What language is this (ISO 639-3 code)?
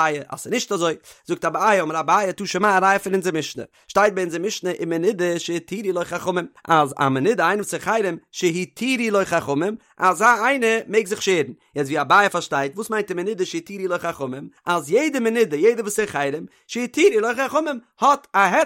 yid